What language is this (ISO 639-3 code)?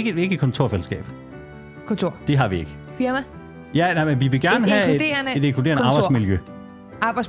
dan